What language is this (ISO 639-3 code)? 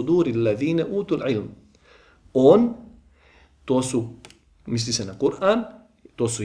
bos